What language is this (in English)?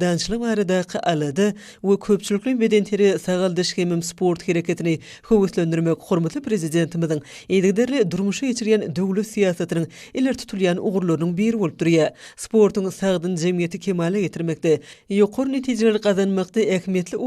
Turkmen